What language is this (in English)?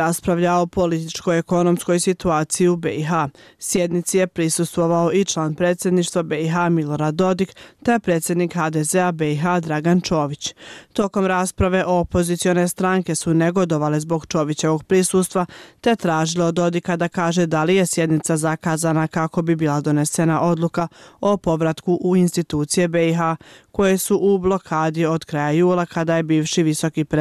Bosnian